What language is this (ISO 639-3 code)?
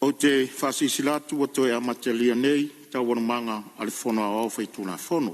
smo